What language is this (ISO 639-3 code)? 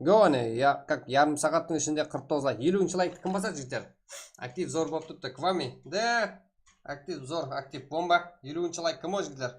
kaa